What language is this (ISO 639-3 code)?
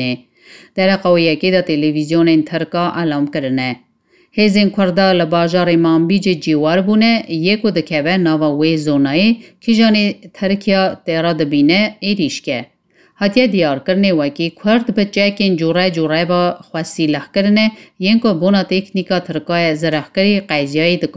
kur